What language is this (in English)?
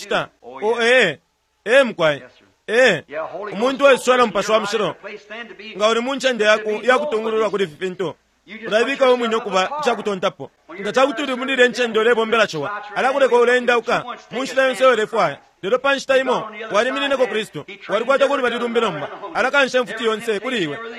Bemba